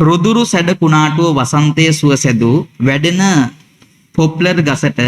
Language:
Sinhala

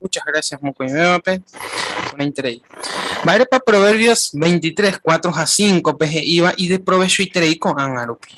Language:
Guarani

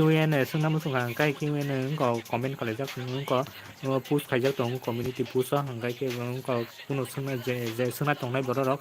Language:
Kok Borok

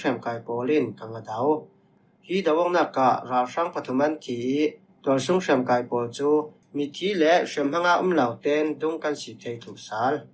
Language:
Falam Chin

